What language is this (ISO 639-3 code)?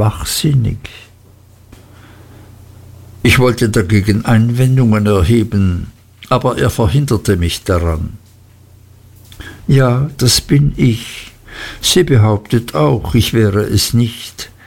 deu